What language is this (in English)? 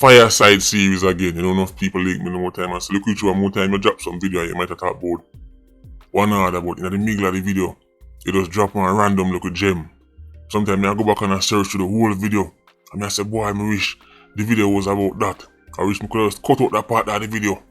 Jamaican Creole English